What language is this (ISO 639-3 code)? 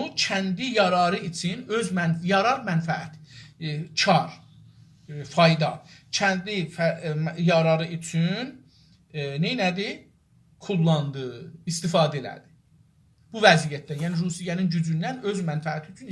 azb